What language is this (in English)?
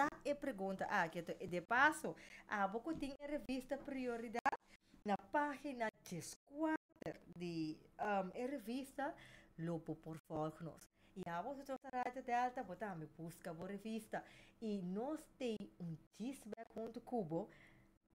Papiamento